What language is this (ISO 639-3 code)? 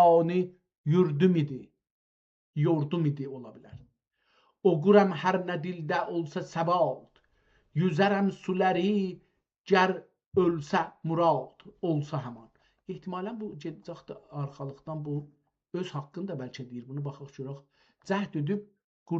azb